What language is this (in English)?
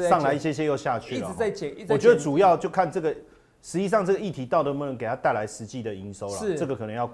Chinese